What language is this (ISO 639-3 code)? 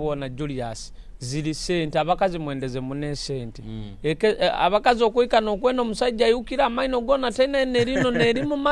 nyo